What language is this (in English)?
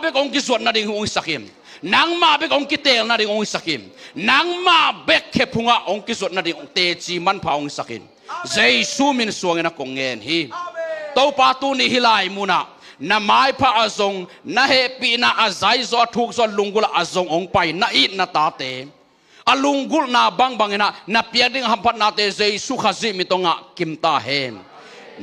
Tedim Chin